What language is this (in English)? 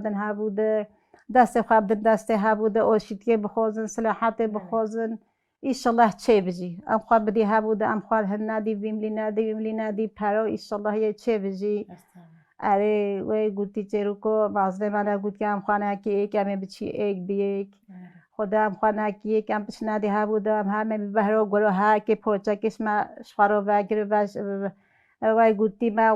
Kurdish